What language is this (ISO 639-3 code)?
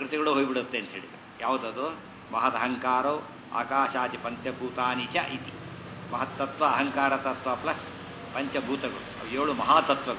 kan